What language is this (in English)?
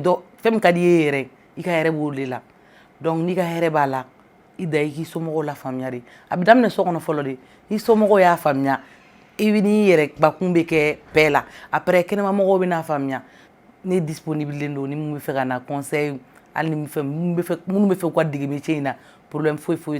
Bambara